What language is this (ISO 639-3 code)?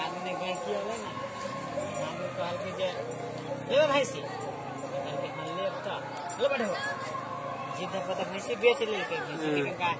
mai